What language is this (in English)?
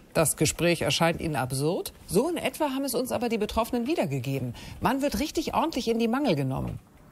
German